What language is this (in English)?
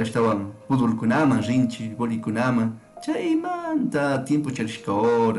Chimborazo Highland Quichua